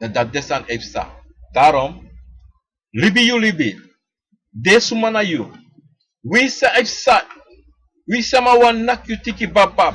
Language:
Sranan Tongo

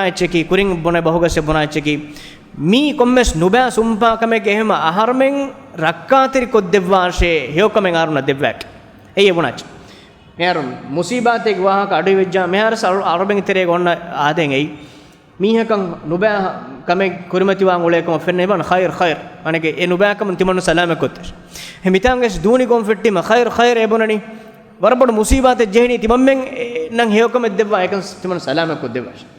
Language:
Divehi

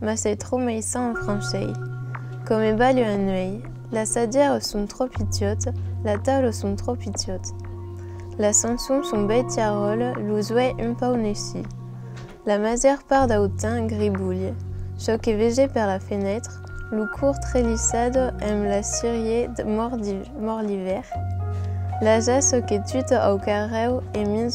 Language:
Occitan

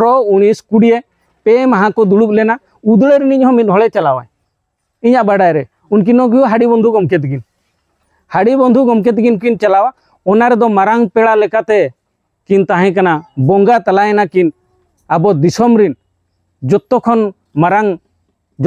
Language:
Santali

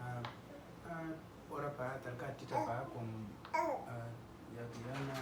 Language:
Uduk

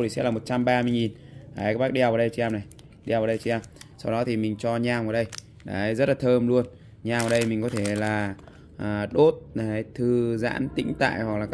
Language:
Vietnamese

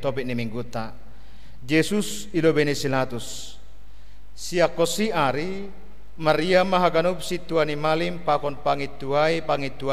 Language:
Batak Simalungun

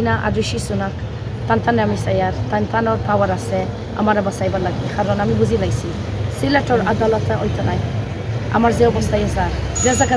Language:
Sylheti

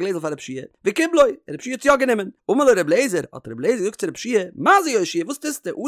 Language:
Yiddish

